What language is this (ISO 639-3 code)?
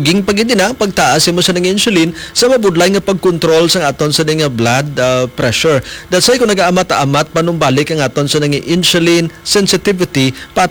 hil